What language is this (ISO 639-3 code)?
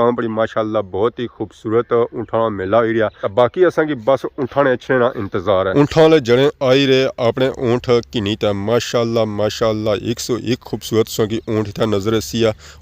phr